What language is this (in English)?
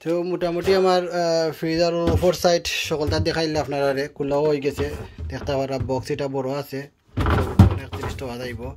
Sylheti